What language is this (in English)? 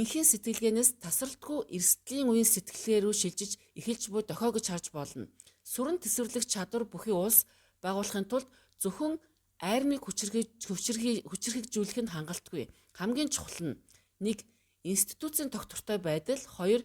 Mongolian